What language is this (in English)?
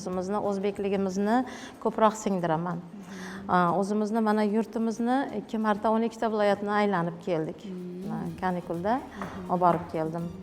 Uzbek